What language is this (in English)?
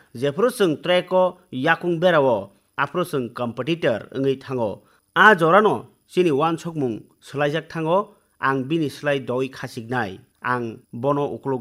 Kok Borok